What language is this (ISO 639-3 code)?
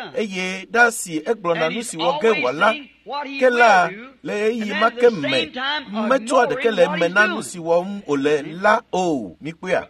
ewe